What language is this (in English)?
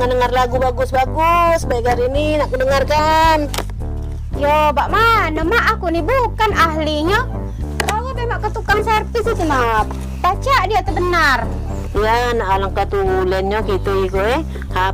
Musi